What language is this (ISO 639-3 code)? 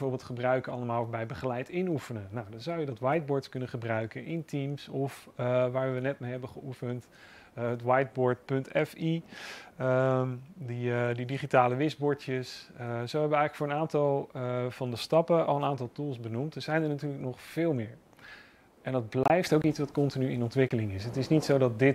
nld